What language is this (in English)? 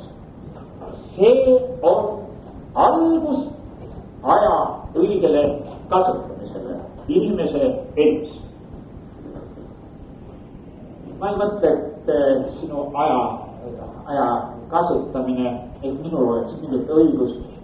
Estonian